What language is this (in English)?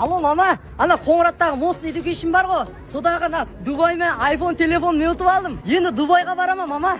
Kara-Kalpak